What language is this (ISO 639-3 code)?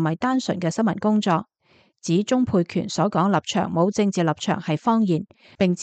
yue